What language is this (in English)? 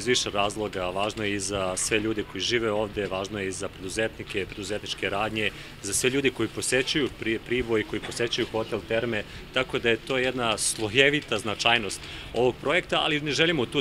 Serbian